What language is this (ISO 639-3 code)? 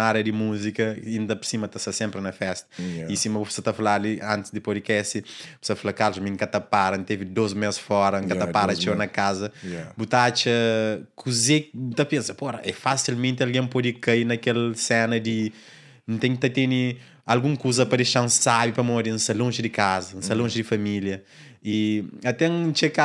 kea